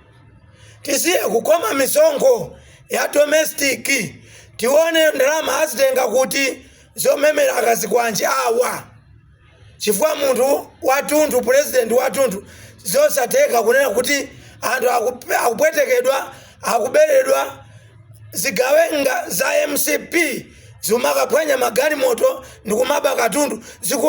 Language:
Nyanja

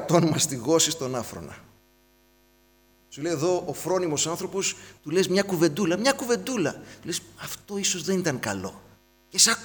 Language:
Greek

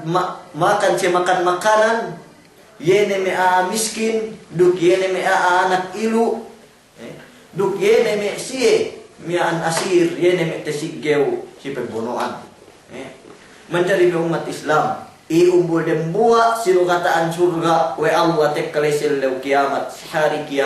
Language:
Yakan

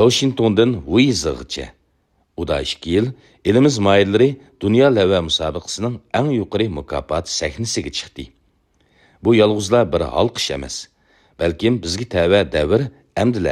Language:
Uyghur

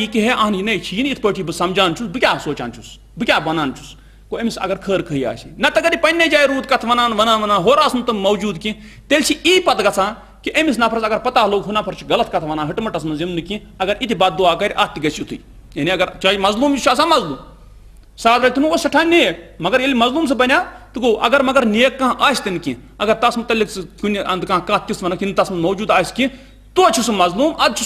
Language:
Kashmiri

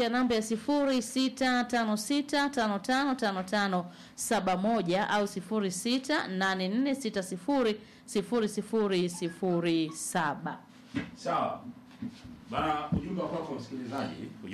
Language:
Swahili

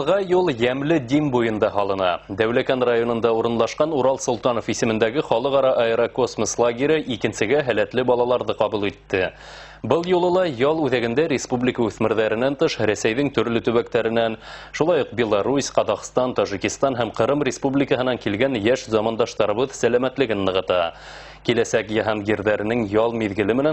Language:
Bashkir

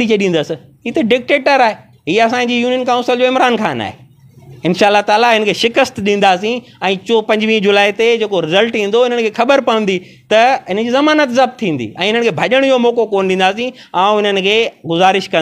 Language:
Sindhi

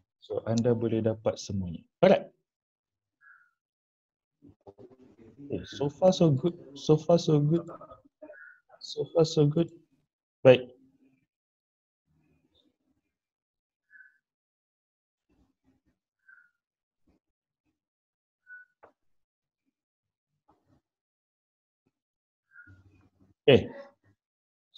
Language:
Malay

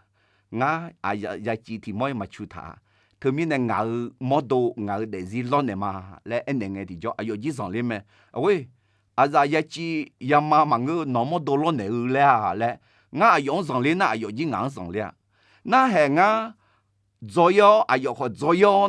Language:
Akha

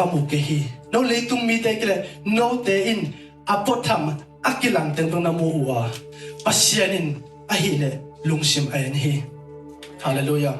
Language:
Tedim Chin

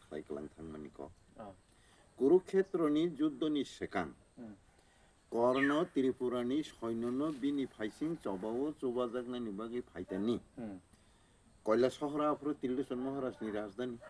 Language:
Kok Borok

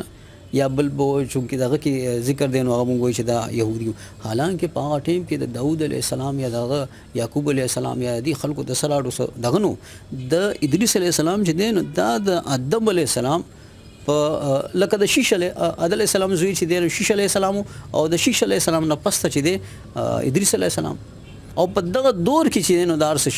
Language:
Pashto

